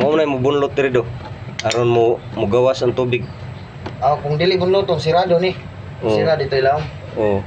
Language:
Cebuano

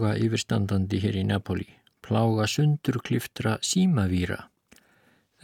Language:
Icelandic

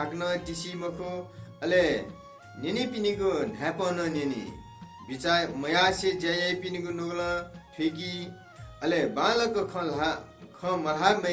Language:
Newari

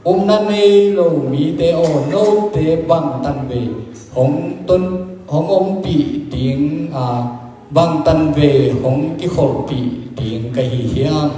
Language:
Tedim Chin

